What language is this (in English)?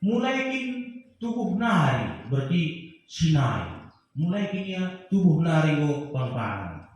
Batak Karo